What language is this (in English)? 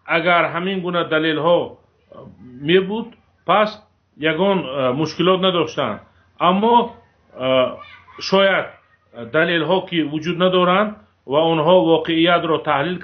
Tajik